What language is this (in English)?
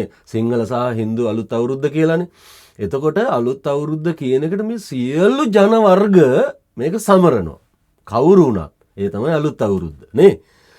Sinhala